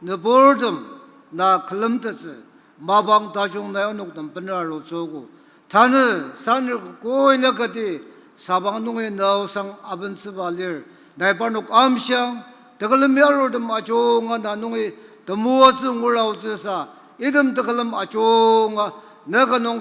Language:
Ao Naga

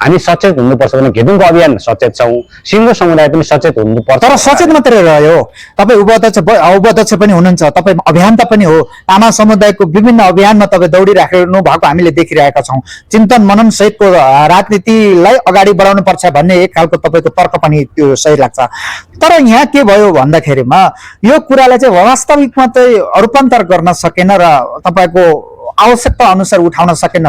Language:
Nepali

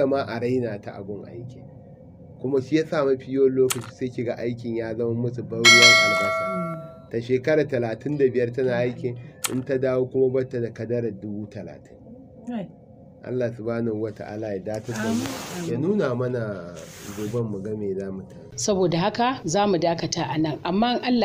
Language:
Hausa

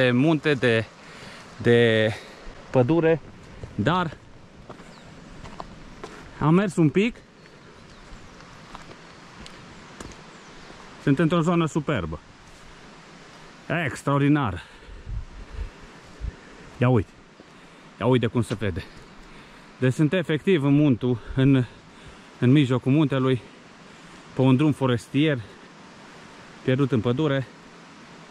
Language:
Romanian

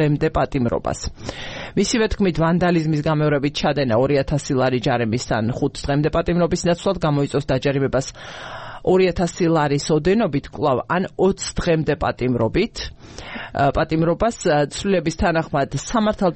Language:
Georgian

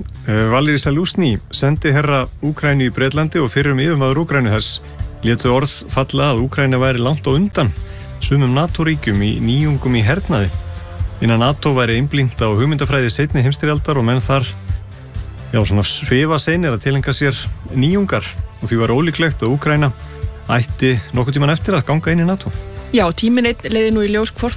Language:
Icelandic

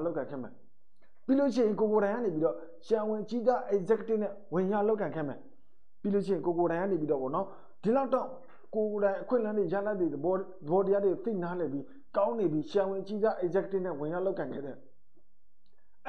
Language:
Burmese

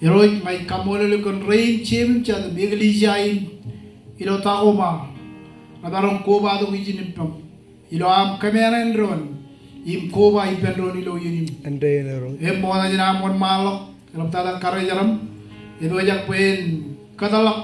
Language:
Marshallese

